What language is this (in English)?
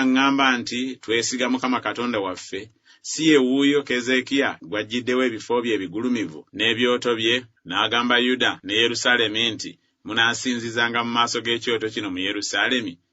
Ganda